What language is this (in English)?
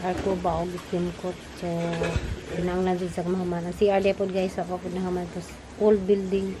Cebuano